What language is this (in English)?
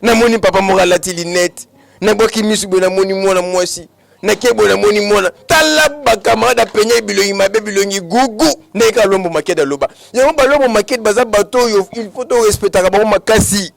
Lingala